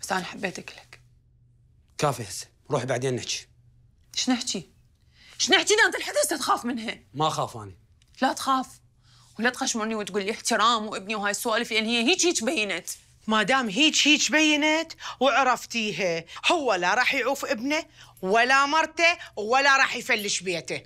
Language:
Mesopotamian Arabic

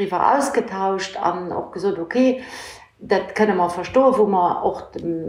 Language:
Luxembourgish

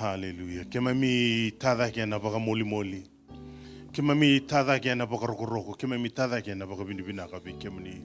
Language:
Fijian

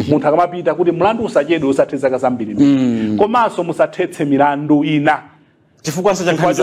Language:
Nyanja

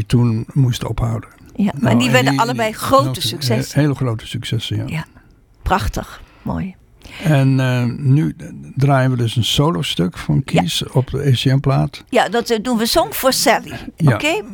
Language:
Dutch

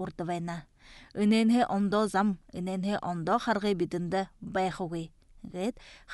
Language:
Buriat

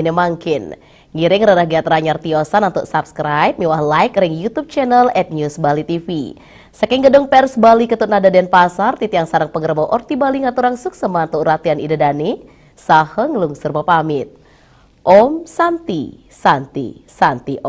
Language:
Balinese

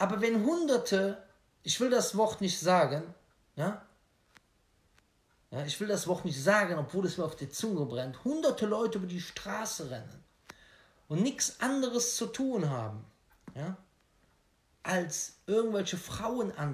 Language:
German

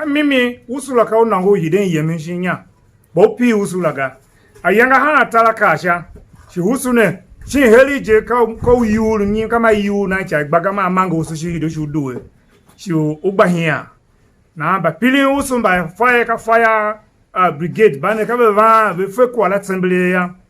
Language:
Tiv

